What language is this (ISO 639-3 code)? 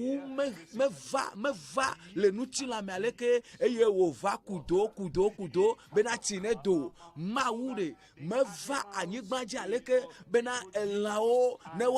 ewe